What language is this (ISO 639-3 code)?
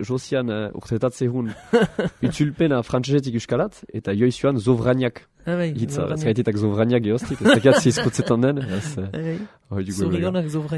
eus